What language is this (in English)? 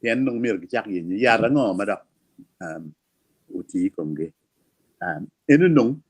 Acoli